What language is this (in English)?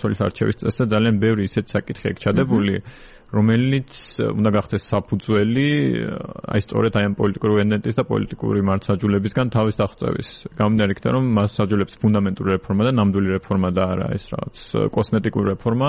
Georgian